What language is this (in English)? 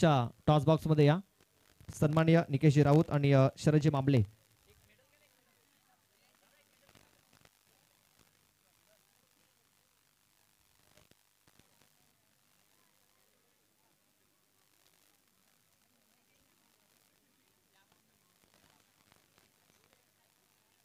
Marathi